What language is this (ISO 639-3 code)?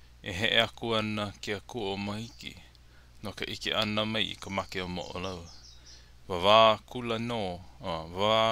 haw